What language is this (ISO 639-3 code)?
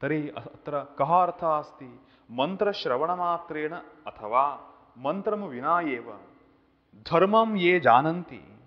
san